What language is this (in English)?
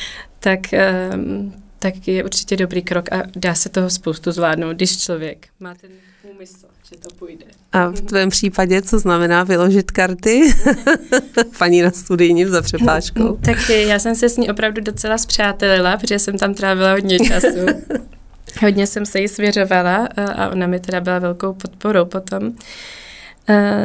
Czech